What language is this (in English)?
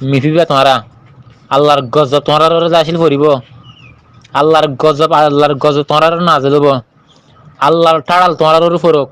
Rohingya